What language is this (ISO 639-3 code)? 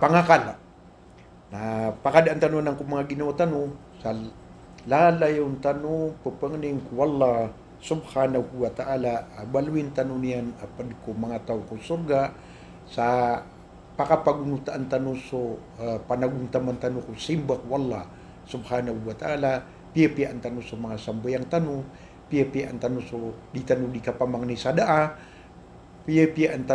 mrw